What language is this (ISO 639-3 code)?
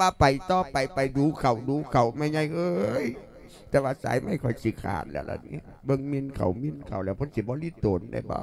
lao